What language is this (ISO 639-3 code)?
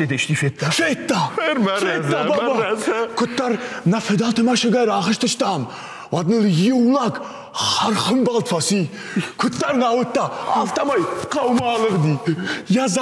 oss